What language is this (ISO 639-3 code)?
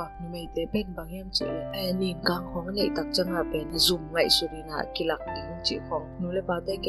ctd